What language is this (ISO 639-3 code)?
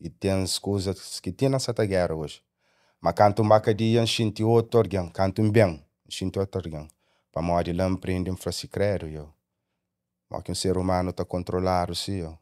kea